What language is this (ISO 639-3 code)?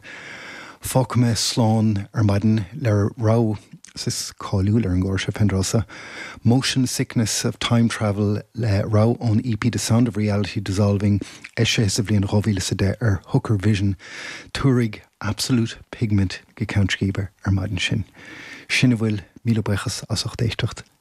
gle